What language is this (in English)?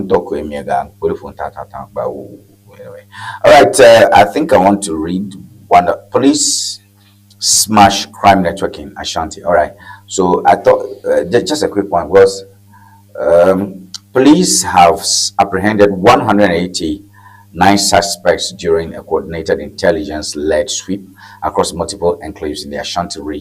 Ewe